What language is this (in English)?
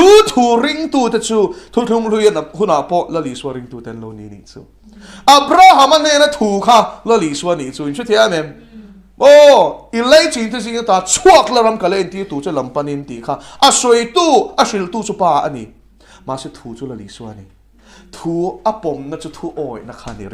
Mizo